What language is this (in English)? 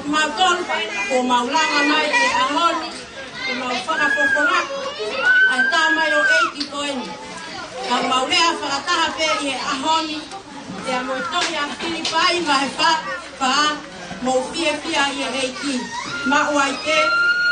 Tongan